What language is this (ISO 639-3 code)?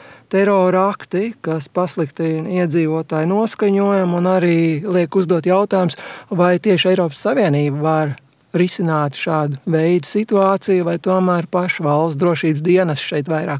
lav